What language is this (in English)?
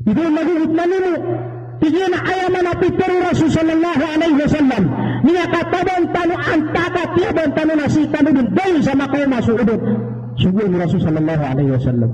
Maranao